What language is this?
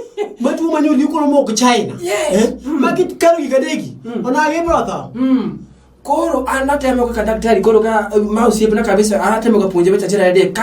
Luo (Kenya and Tanzania)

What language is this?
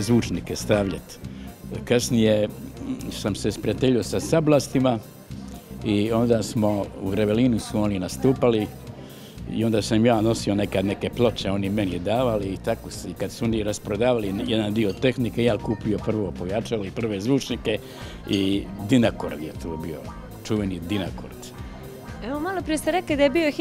Croatian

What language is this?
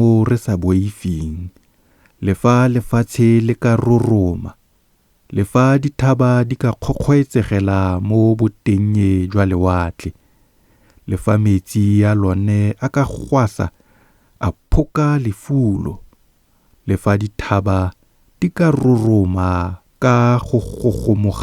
Tswana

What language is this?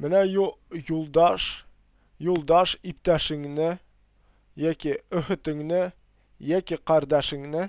Tatar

